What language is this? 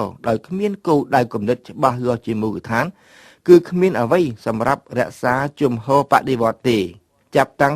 Khmer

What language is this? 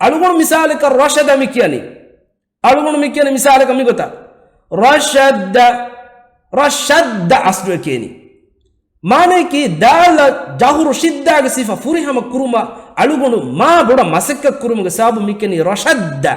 Divehi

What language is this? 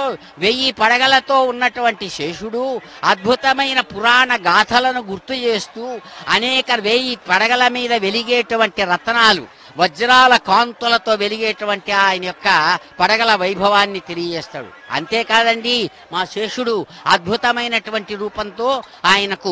Telugu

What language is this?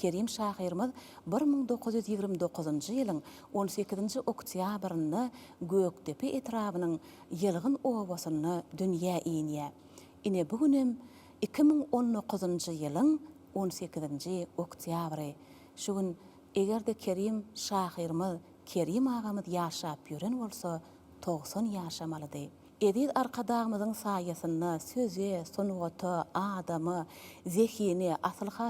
Turkmen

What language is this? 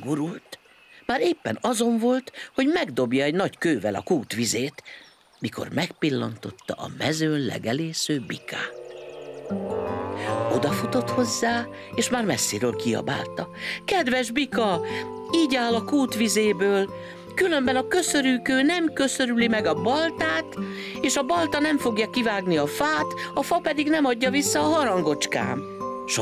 Hungarian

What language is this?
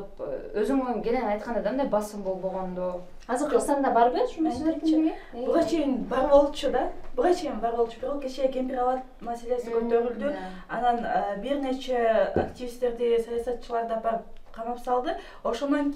Kyrgyz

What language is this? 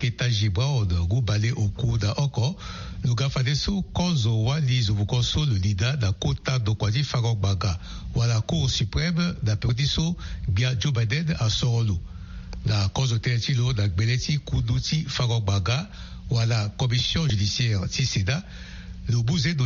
Sango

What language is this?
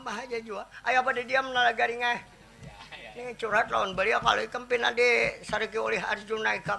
Banjar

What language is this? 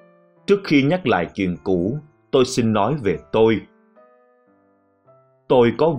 Vietnamese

